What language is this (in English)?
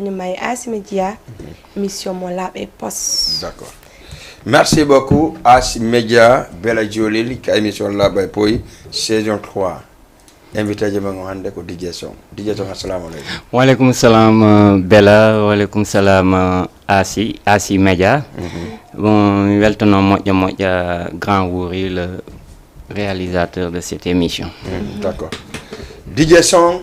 Fula